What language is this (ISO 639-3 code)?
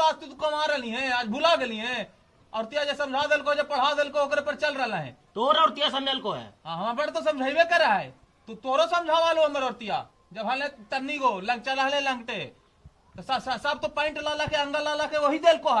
mag